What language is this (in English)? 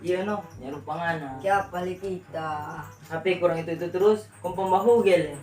Manado Malay